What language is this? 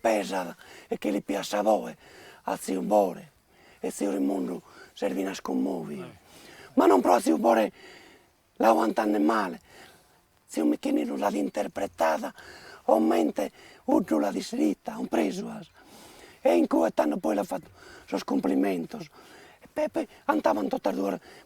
Sardinian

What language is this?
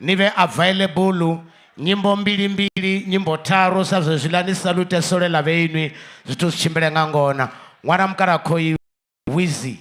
Venda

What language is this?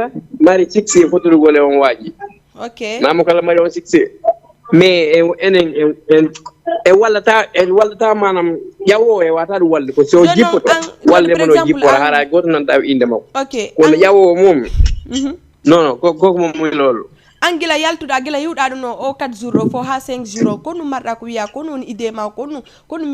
Fula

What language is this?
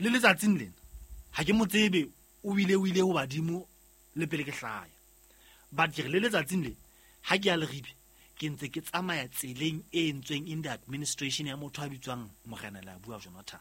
Southern Sotho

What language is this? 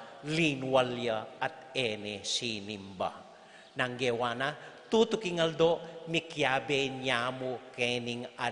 Pampanga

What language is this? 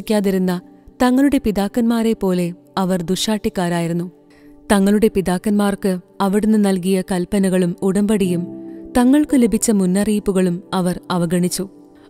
Malayalam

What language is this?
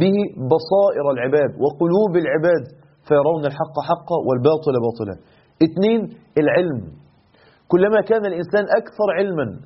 Arabic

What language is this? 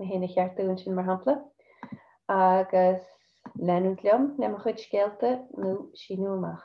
Irish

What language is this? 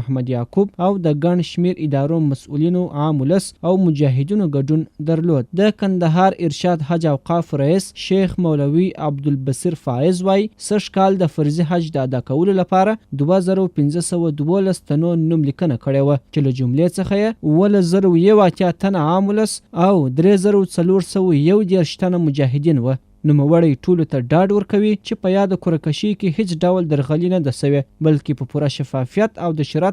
Pashto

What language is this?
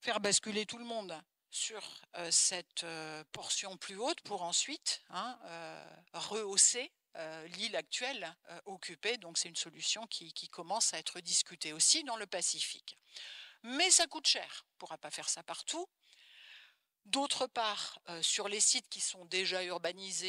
French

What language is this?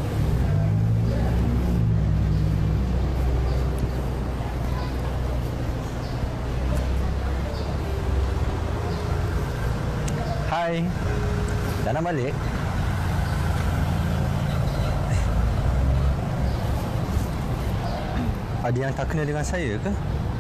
Malay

